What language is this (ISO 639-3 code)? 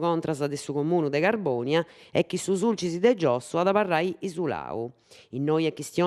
srd